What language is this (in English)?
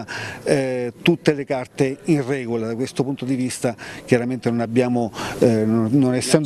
Italian